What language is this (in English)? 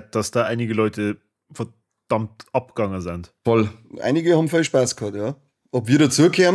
Bavarian